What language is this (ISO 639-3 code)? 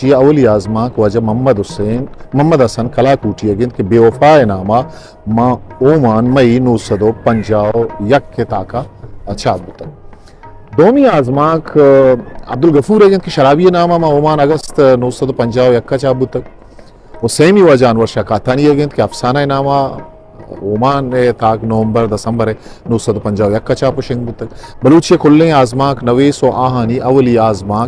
bgp